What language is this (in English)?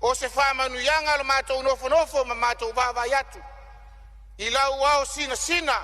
Samoan